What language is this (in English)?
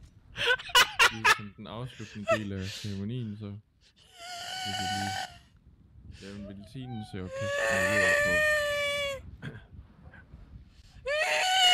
Danish